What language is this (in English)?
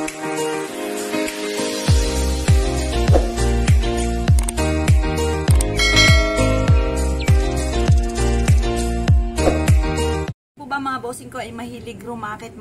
Filipino